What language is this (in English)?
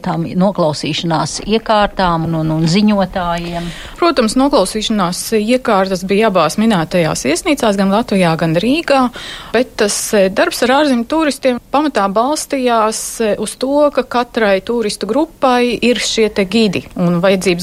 Latvian